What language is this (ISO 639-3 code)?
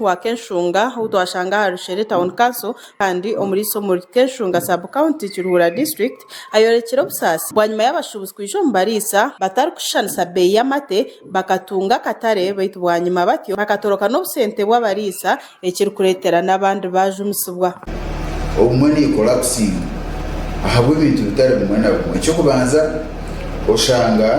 nyn